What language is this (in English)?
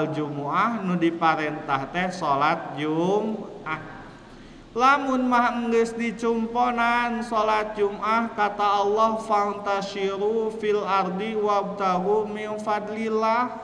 Sundanese